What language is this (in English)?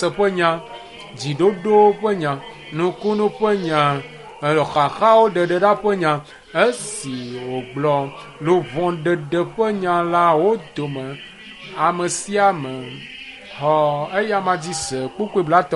Ewe